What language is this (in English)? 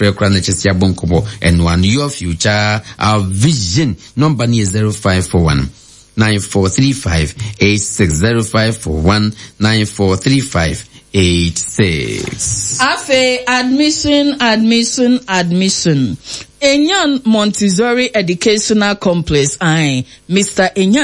Akan